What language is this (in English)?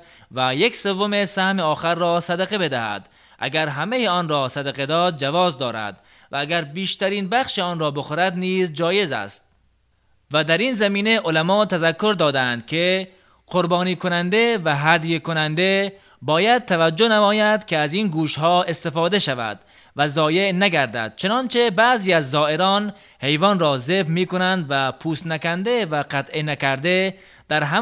Tajik